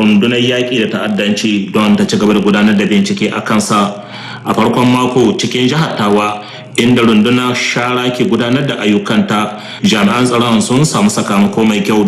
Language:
Hausa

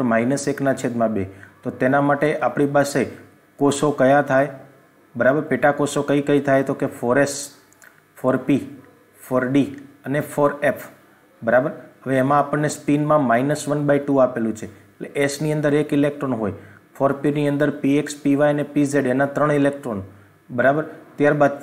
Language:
Gujarati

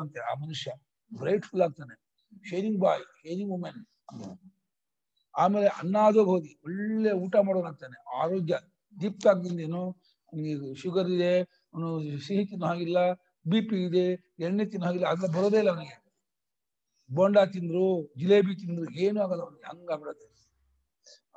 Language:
Kannada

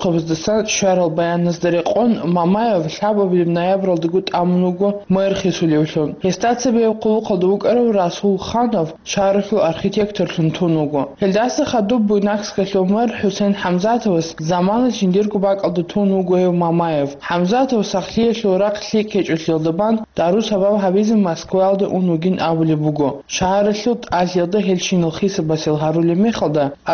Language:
Avaric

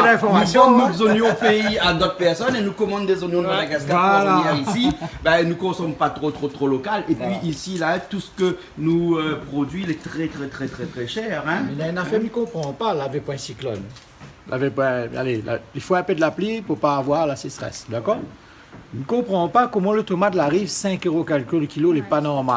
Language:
Réunion Creole French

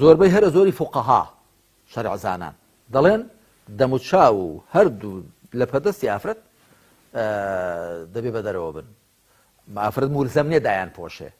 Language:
Central Kurdish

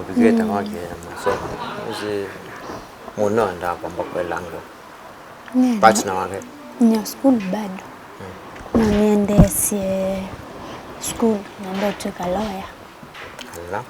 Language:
Kamba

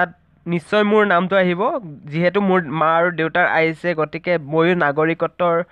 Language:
Assamese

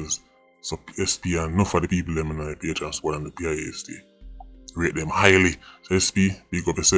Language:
Jamaican Creole English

